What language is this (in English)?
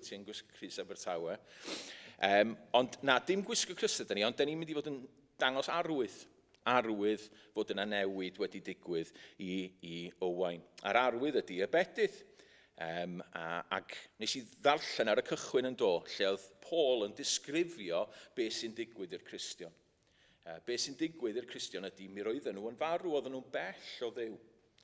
Welsh